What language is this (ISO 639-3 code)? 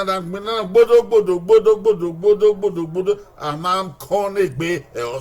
bin